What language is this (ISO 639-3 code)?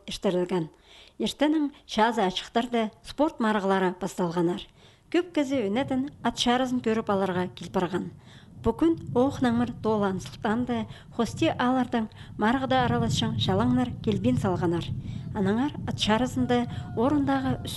kjh